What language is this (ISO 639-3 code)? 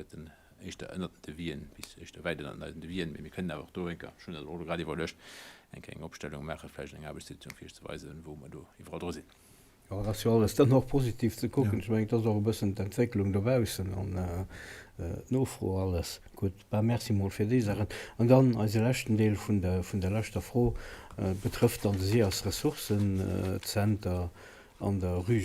ltz